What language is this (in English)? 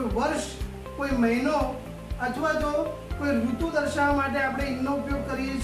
Gujarati